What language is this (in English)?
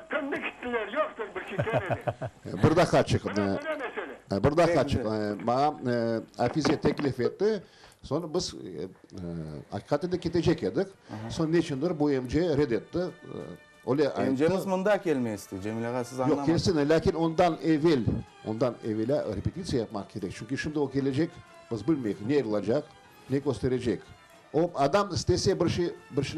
Crimean Tatar